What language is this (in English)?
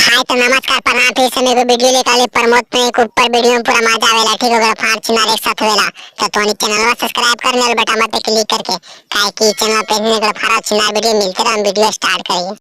Magahi